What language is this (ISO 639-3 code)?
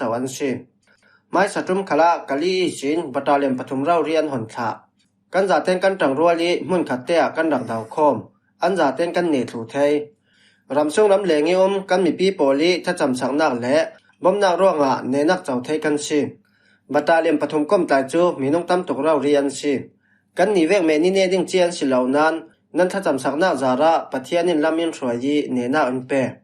cfm